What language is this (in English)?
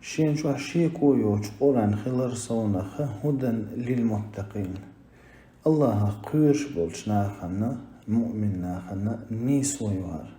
Chechen